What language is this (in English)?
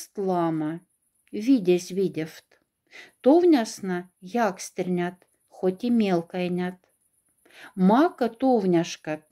Moksha